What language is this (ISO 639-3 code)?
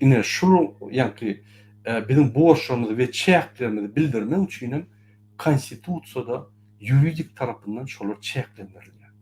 tuk